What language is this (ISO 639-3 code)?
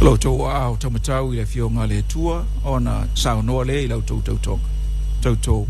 smo